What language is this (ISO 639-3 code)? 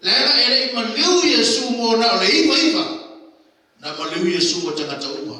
smo